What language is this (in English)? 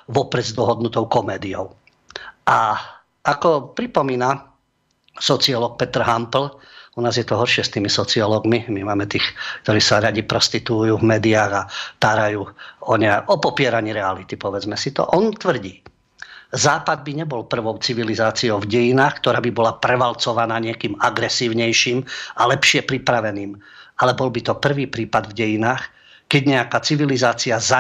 Slovak